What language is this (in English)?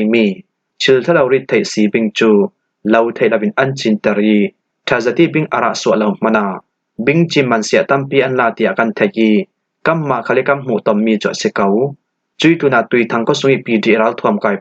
Falam Chin